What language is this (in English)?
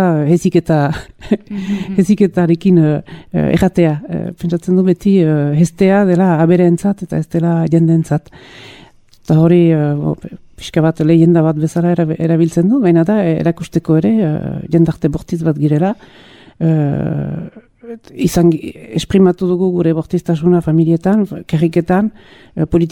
Basque